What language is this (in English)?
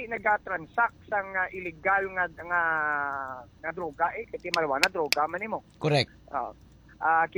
Hiligaynon